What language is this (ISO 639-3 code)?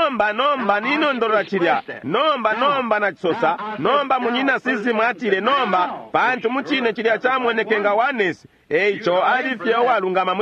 bem